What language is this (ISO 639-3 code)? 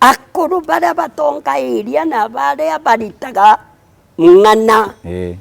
mer